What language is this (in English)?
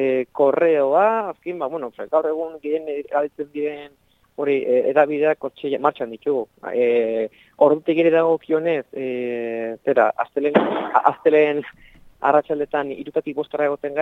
Basque